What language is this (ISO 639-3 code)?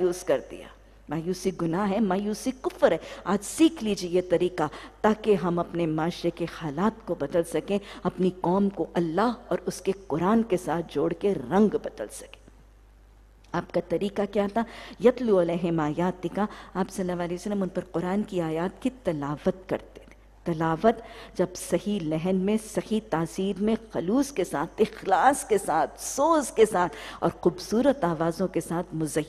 urd